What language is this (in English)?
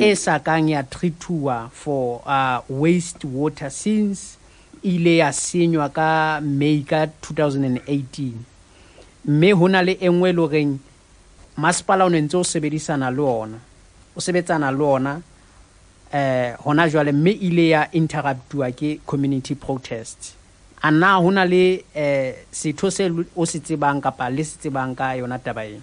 Southern Sotho